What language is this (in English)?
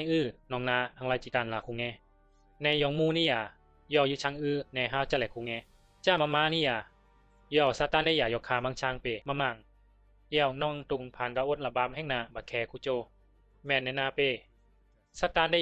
Bisu